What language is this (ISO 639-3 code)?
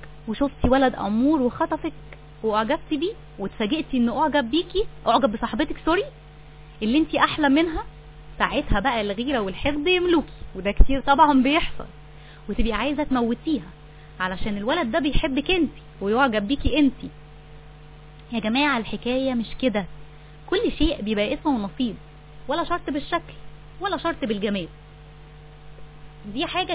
arz